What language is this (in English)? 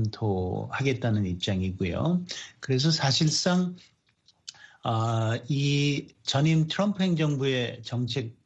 Korean